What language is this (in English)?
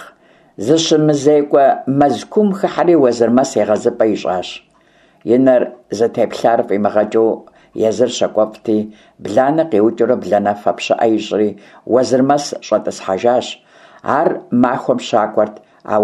Kabardian